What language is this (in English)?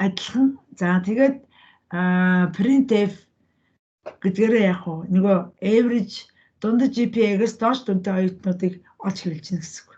Mongolian